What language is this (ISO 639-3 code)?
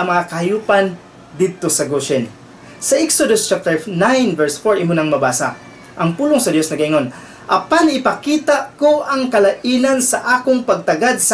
ceb